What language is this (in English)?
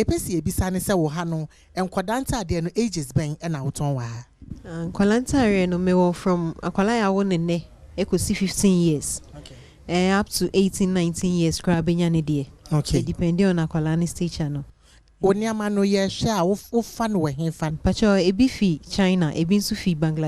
Akan